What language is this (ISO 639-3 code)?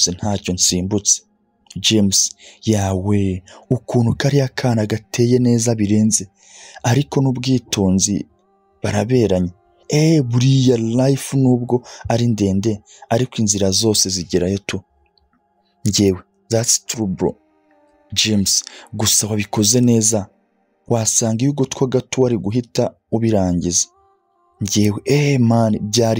kin